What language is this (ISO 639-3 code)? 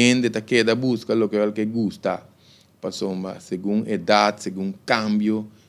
pap